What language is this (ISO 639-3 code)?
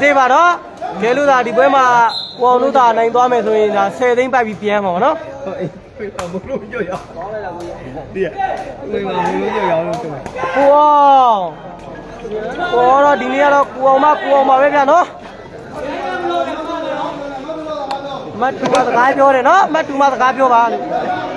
mya